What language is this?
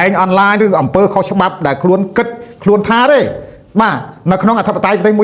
Khmer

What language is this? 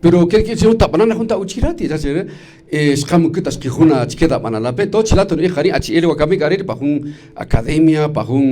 Kaqchikel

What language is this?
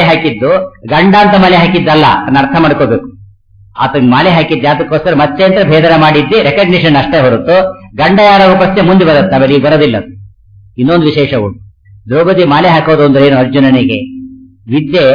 Kannada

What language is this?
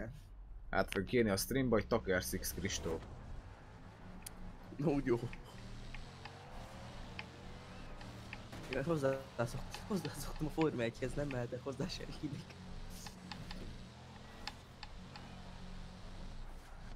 Hungarian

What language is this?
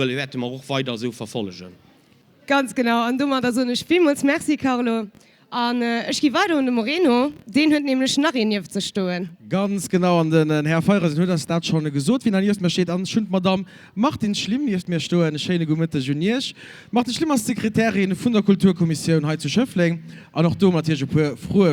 Luxembourgish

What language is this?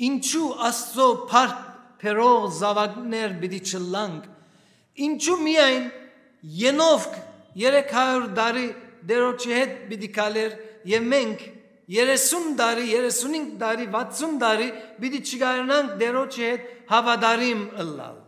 Western Armenian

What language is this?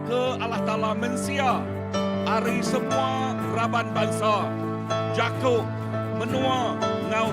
Iban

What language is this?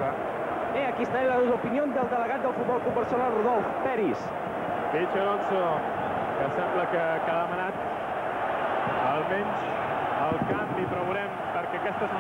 Catalan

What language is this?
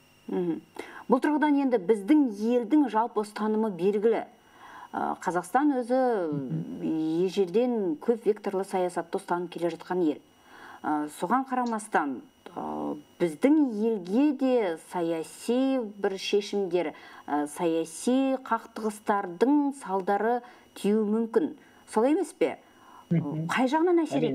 Kazakh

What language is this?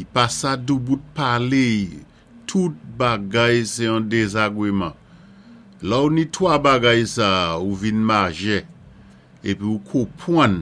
Saint Lucian Creole French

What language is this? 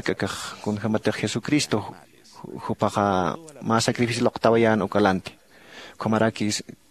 Aymara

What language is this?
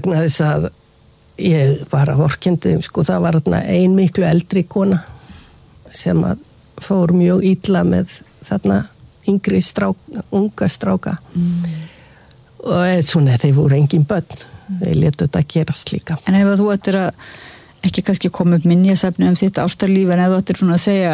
Icelandic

